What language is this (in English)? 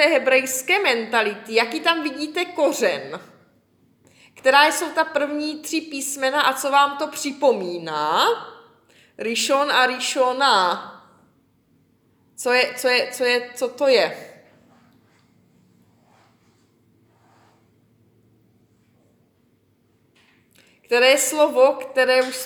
Czech